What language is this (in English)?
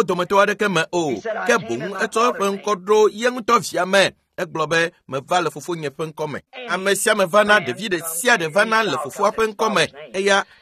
Ewe